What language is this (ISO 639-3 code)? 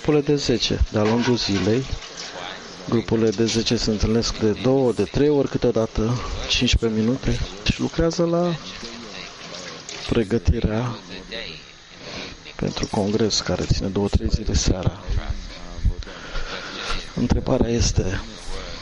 ron